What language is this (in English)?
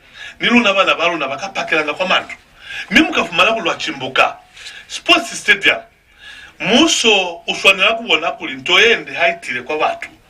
Lozi